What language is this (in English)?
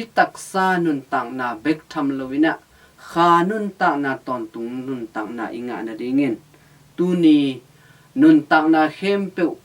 Tedim Chin